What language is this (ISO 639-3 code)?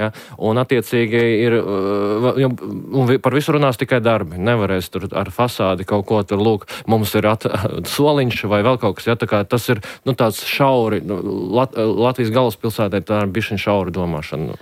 lav